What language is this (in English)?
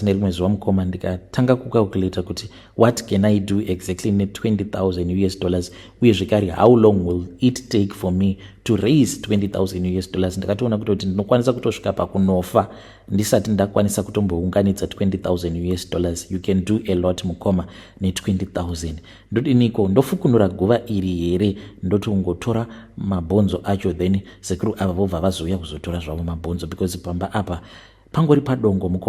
Shona